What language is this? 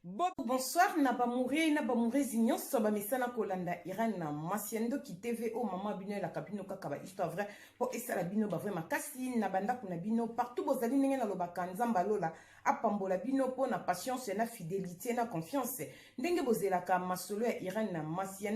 Lingala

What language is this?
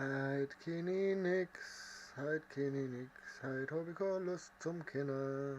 Bavarian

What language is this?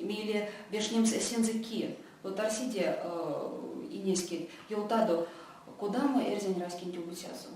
Erzya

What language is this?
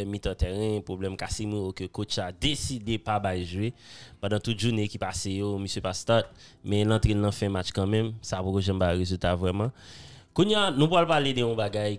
Haitian Creole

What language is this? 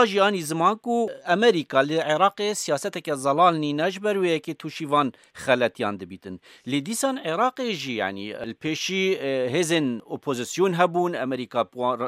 Kurdish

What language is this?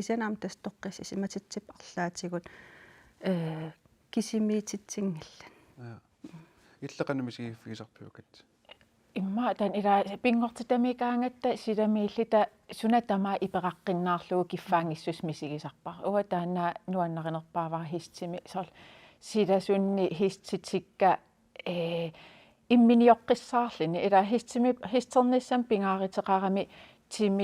Kalaallisut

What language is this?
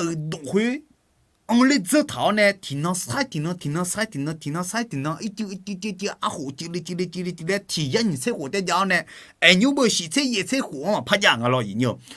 Akha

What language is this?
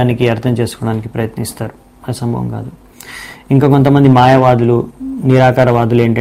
Telugu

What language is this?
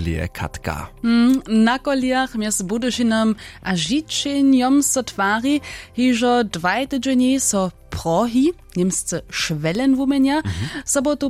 Upper Sorbian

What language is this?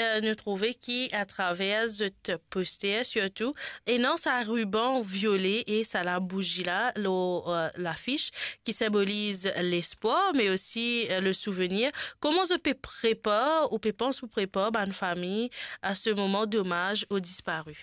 Morisyen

